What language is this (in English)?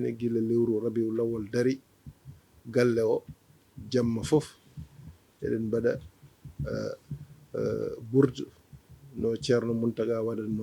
Fula